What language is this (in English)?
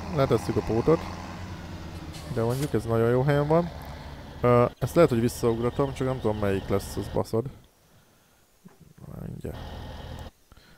Hungarian